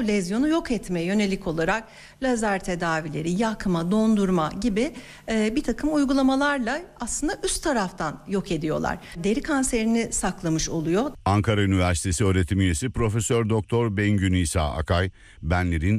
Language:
Turkish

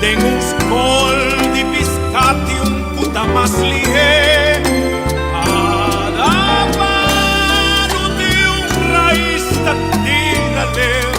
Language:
Papiamento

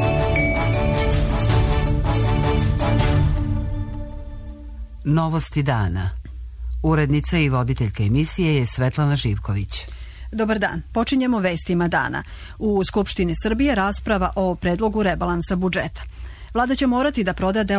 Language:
Serbian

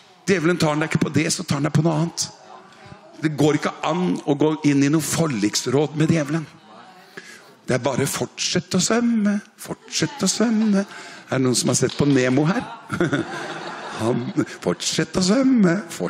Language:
Norwegian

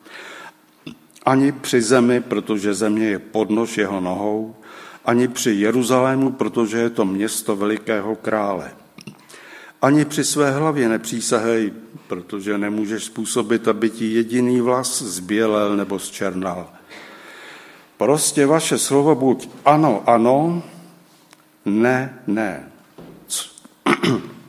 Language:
Czech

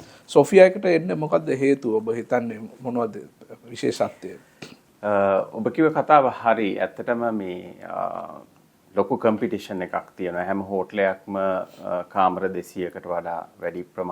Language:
Sinhala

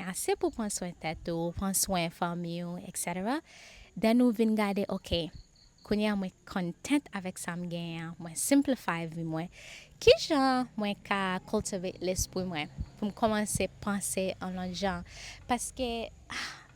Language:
Haitian Creole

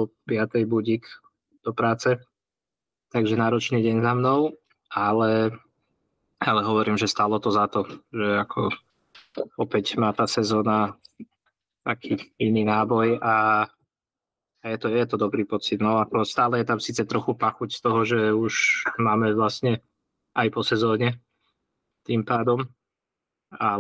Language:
Slovak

